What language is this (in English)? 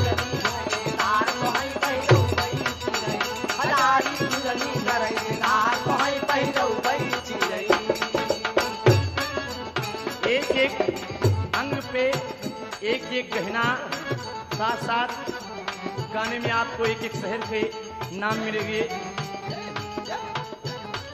Bhojpuri